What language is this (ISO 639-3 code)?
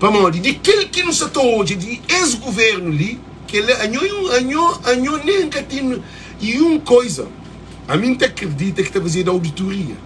kea